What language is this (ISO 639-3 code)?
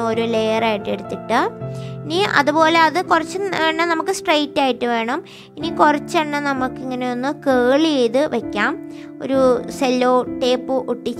mal